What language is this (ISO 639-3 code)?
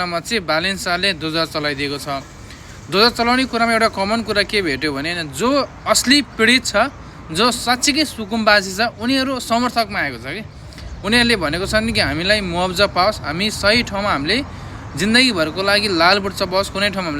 nep